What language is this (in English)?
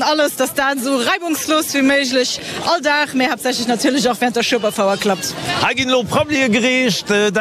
Luxembourgish